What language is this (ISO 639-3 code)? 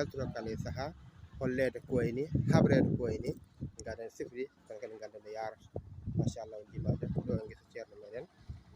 ful